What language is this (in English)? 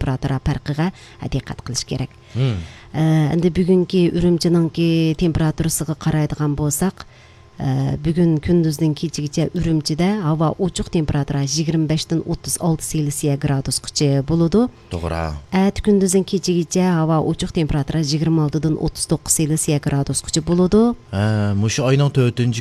Uyghur